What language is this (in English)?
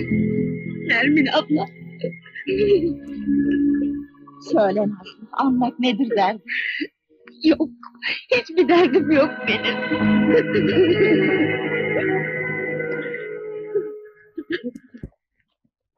Turkish